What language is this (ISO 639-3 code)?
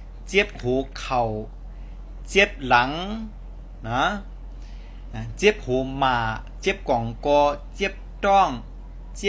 shn